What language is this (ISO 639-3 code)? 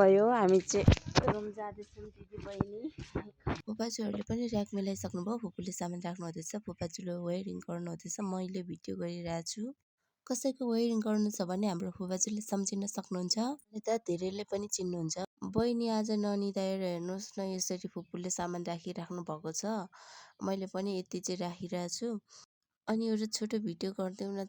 nep